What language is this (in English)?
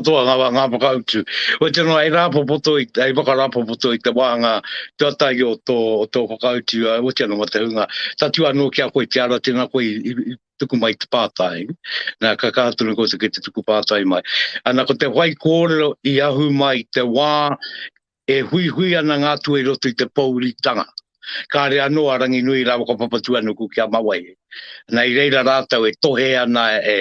Māori